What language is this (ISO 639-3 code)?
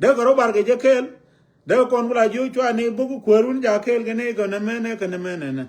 nus